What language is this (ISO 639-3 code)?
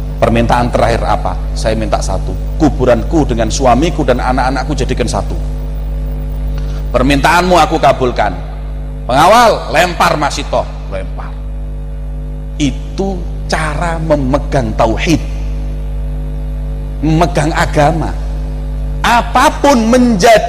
ind